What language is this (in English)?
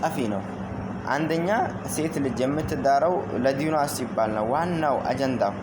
Amharic